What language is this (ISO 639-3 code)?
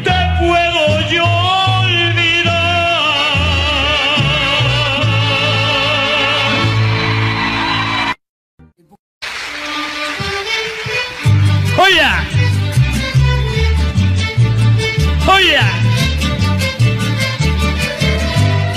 spa